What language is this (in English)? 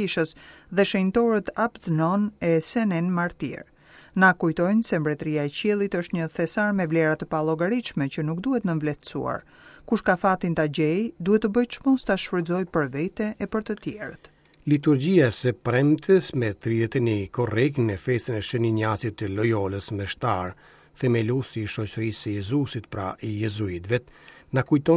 Albanian